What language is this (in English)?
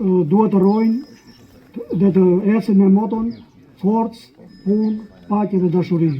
Albanian